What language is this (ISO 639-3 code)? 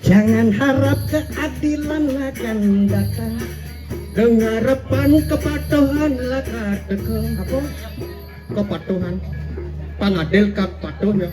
ban